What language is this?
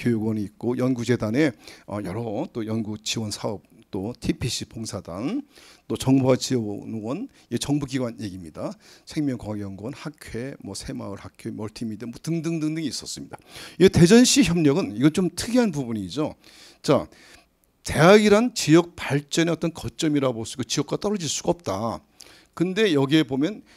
Korean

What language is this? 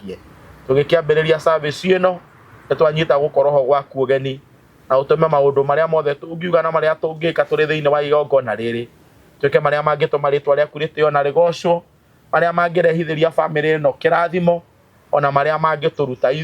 Kikuyu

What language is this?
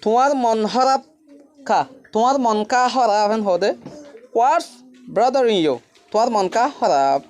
Rohingya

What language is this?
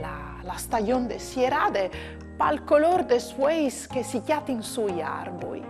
Friulian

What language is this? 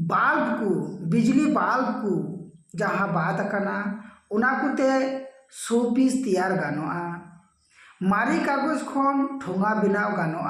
Santali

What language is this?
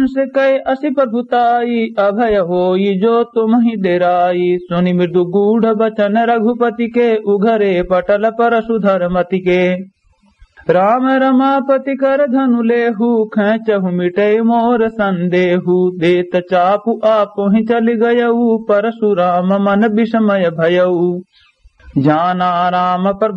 Awadhi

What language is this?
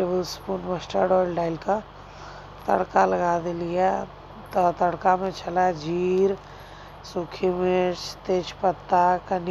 Maithili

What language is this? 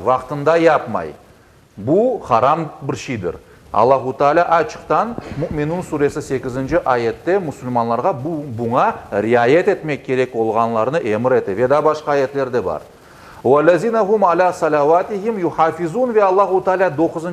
Crimean Tatar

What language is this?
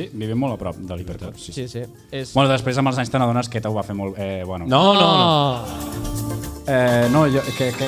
Catalan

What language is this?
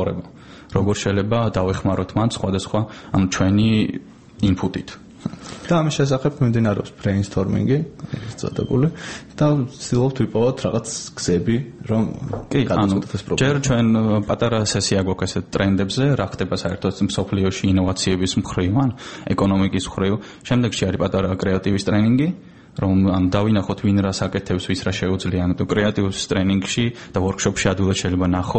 Georgian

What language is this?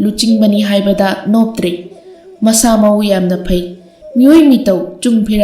Manipuri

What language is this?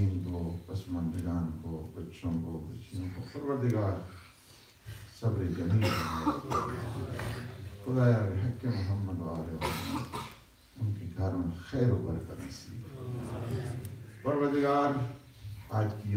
Urdu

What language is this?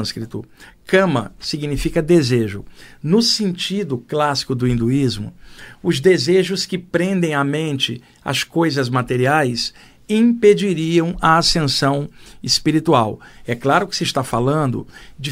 Portuguese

